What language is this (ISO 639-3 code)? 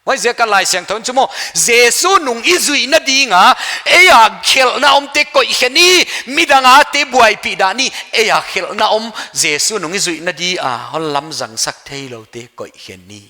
pck